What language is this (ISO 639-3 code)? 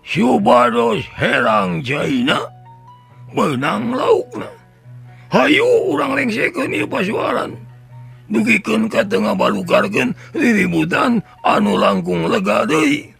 sun